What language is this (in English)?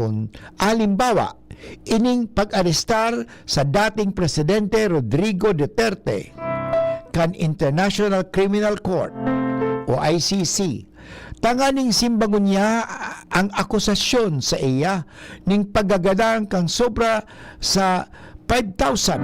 Bikol